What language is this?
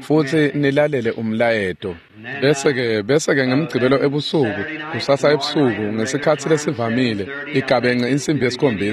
Swati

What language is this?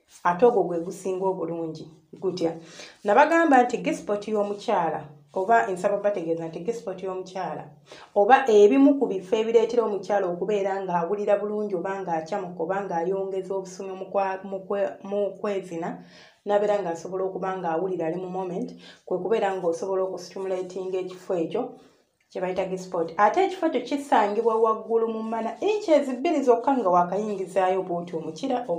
Ganda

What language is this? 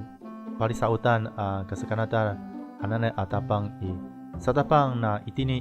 Amis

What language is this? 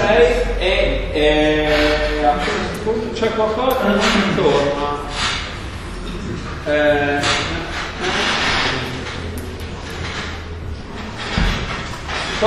Italian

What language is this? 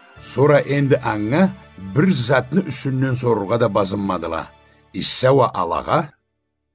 Karachay-Balkar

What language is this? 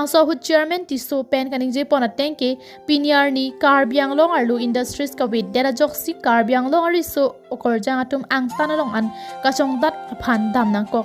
Karbi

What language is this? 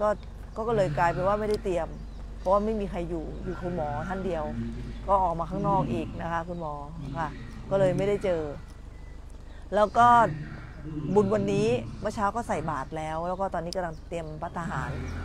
Thai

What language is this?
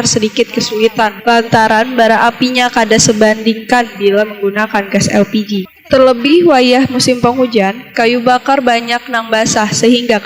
Banjar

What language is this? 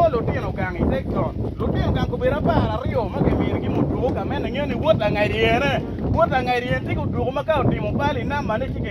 Acoli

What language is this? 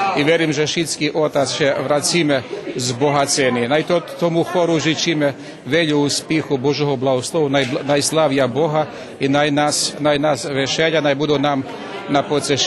Rusyn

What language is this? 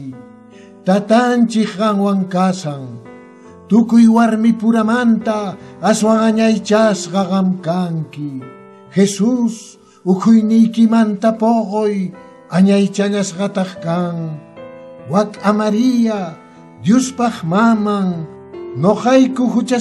Quechua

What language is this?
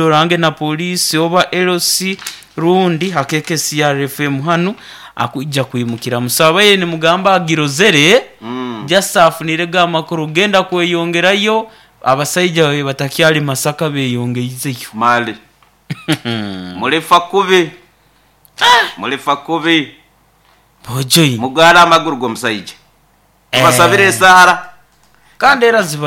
Nyoro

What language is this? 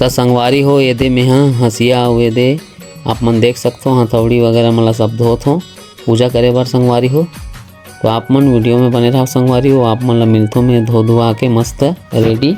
Chhattisgarhi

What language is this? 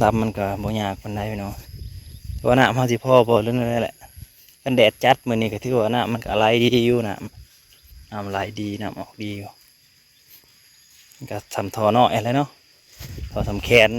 Lao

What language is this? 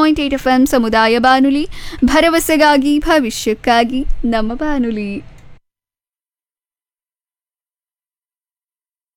Kannada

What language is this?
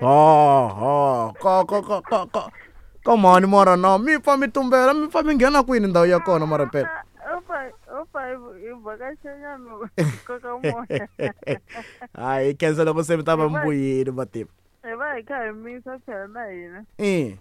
Tsonga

